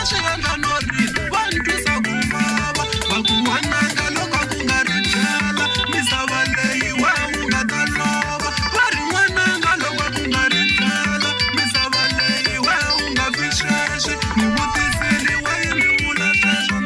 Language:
Tsonga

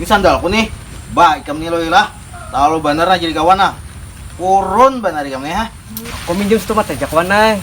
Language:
Banjar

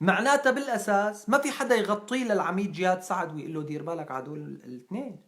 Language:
North Levantine Arabic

